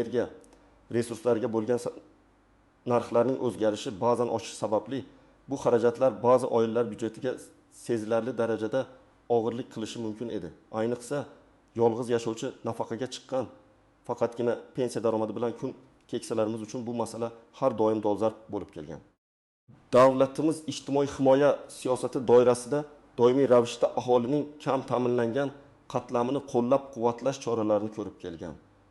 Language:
Uzbek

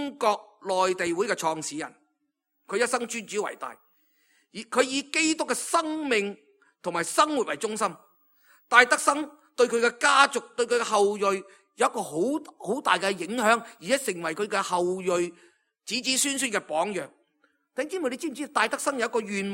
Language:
Cantonese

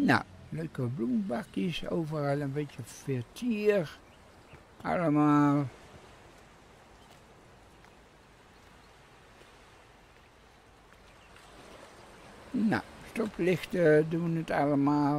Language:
Dutch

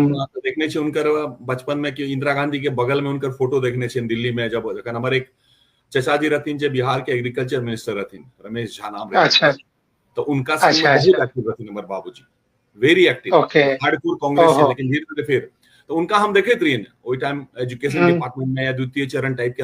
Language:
Maithili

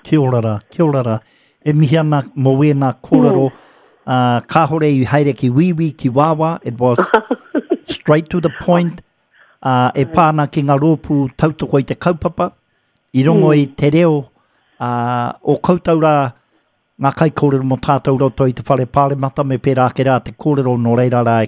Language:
Māori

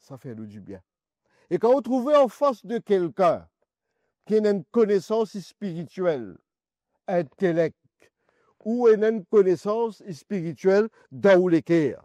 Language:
Morisyen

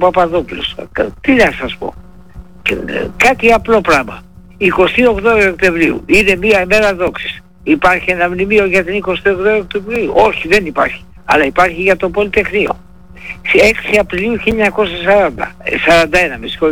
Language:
Greek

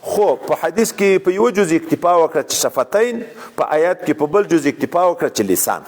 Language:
Pashto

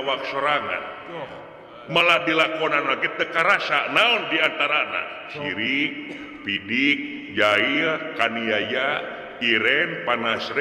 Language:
Sundanese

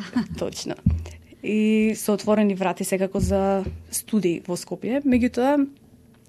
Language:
Macedonian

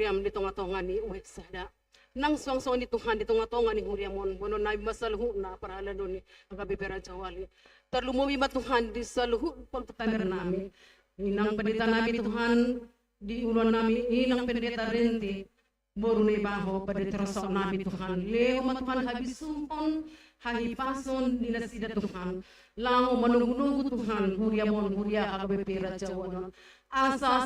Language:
Batak Toba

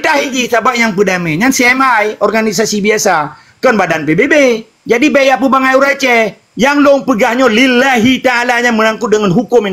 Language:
Achinese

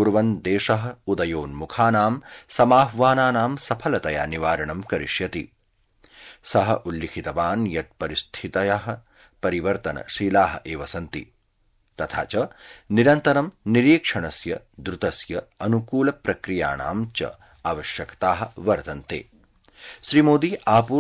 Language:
Sanskrit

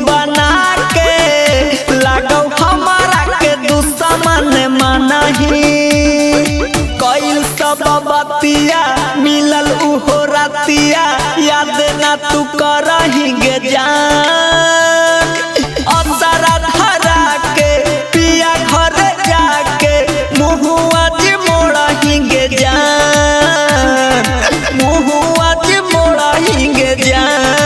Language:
Bhojpuri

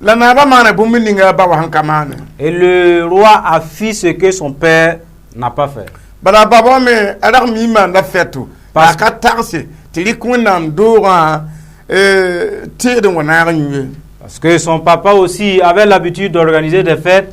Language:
Mossi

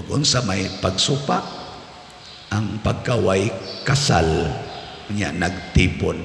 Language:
Cebuano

